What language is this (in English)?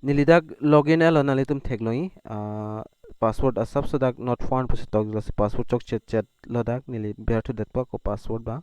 Karbi